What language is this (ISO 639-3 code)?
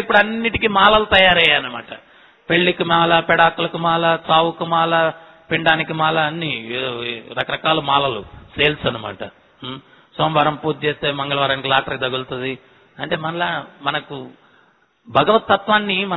tel